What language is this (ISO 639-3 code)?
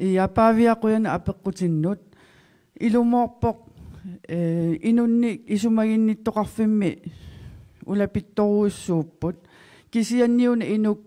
kal